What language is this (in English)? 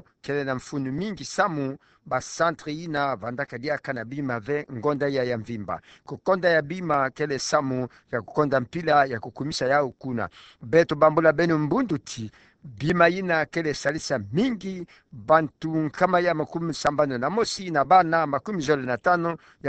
Kituba (Democratic Republic of Congo)